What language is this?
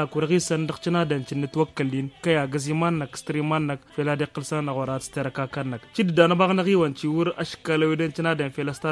Tamasheq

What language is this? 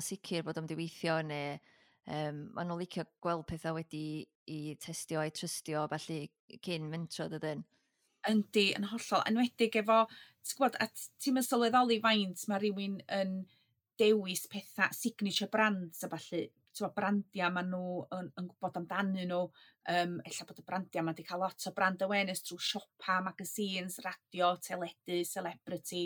Welsh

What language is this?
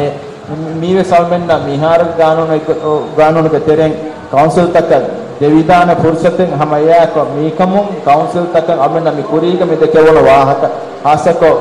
Divehi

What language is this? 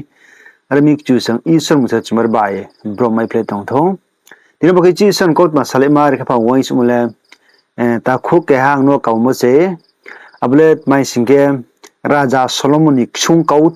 Riang (India)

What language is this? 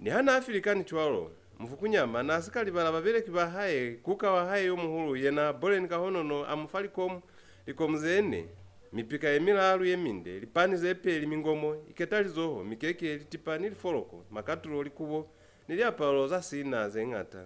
Lozi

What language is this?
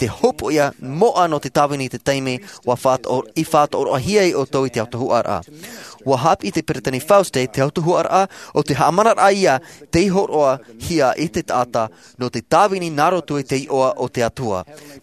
Tahitian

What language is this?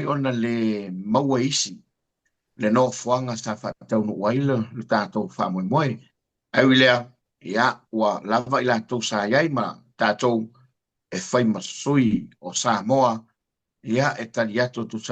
Samoan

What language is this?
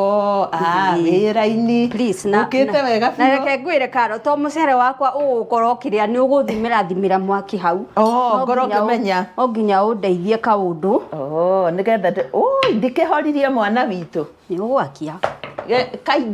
Kikuyu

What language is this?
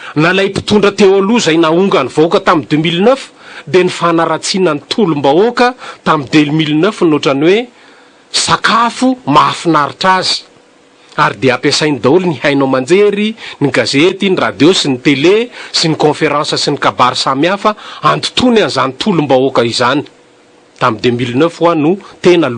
Malagasy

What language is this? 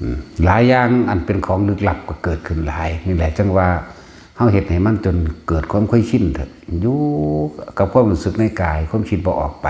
Northeastern Thai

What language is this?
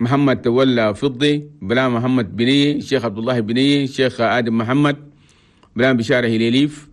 Chadian Arabic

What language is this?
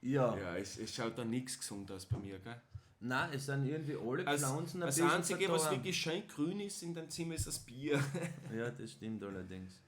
Bavarian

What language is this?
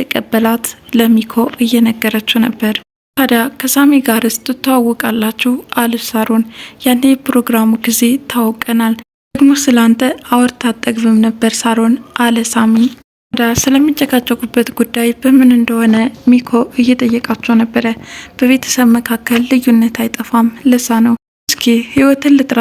Amharic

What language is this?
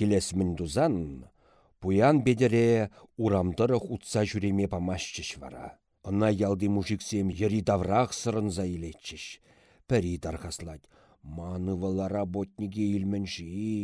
Chuvash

